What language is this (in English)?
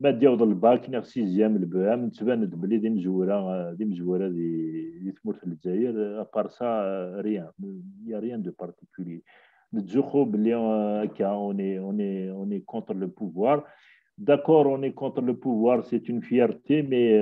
Kabyle